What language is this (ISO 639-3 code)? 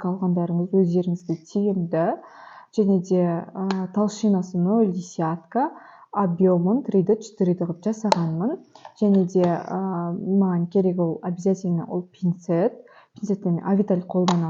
kaz